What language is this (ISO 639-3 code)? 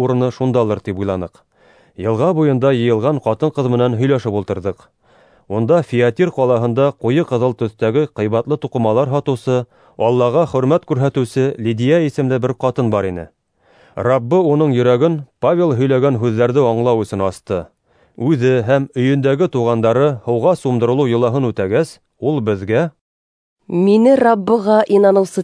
bak